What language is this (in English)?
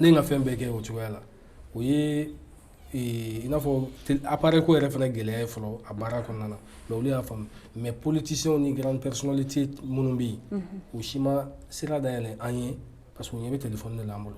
Bambara